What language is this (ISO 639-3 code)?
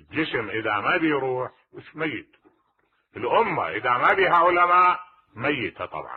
acm